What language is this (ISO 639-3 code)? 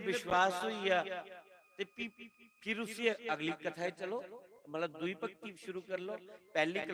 doi